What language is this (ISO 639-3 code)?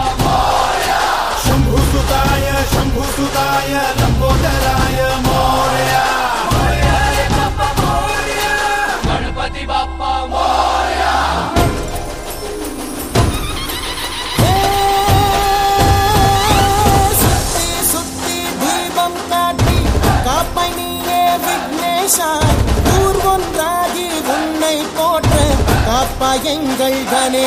tam